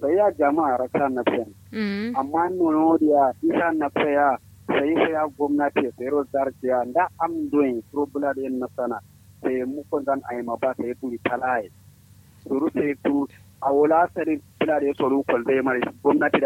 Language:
Kanuri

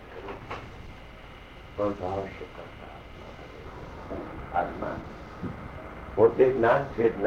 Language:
Gujarati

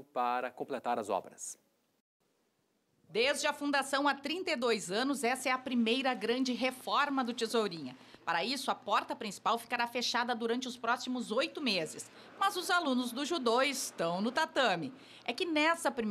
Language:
Portuguese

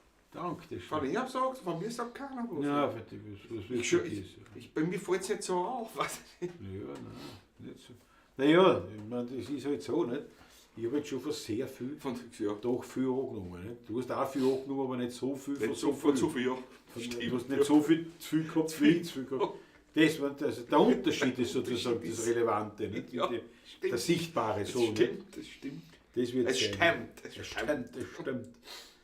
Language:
Bavarian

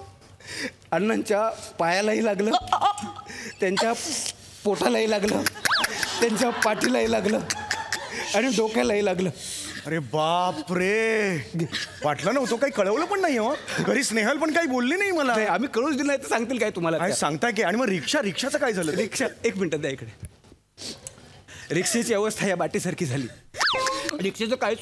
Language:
Marathi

